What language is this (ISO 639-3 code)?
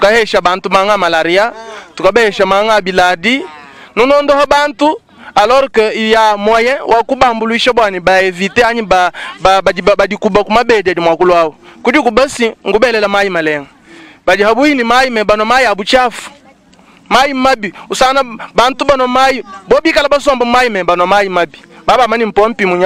lua